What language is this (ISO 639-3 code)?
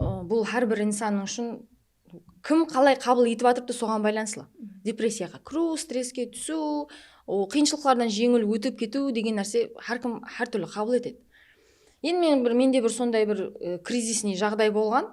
kaa